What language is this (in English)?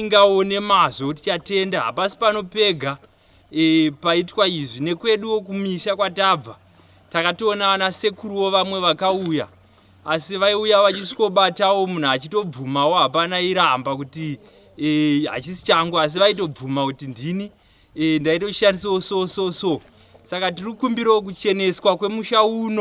Shona